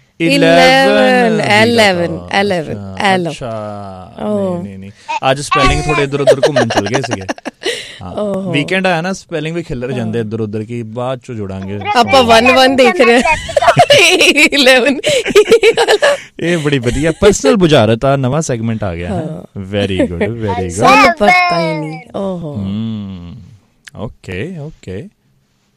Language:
Punjabi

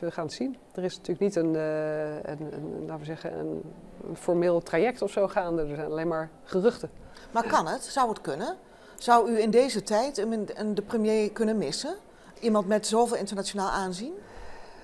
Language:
Dutch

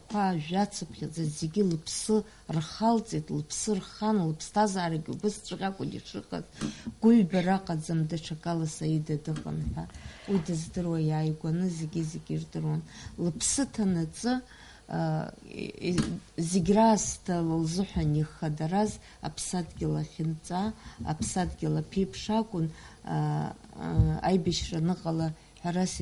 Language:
Abkhazian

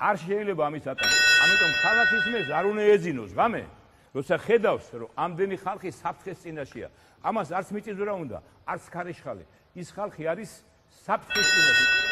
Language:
Georgian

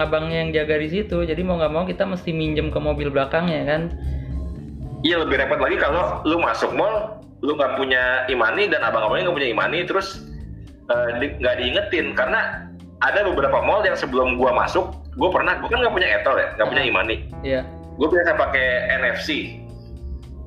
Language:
Indonesian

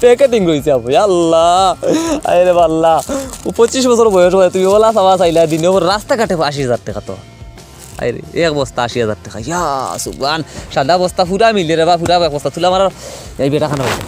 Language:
Sylheti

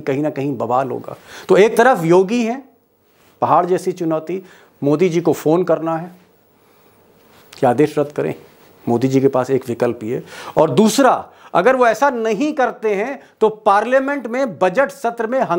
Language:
Hindi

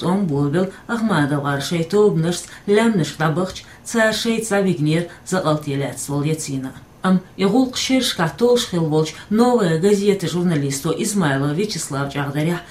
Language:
Chechen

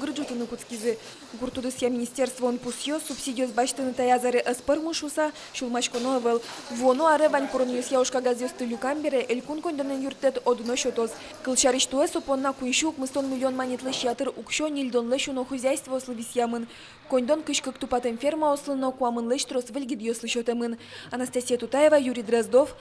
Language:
Udmurt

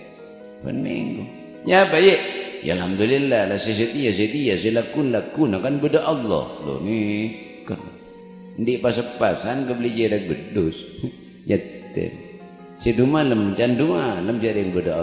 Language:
Madurese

